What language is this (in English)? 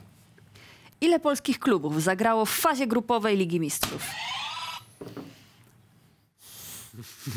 Polish